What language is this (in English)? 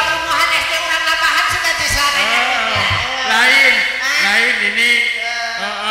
Sundanese